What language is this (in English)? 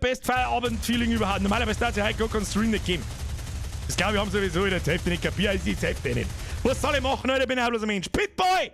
Bavarian